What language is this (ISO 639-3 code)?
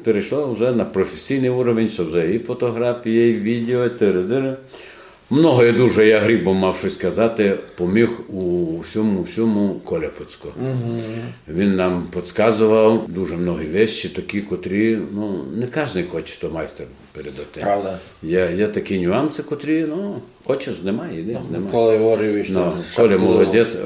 ukr